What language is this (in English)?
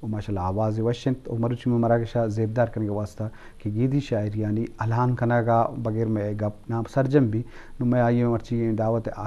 Eastern Balochi